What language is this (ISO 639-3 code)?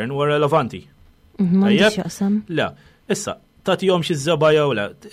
mlt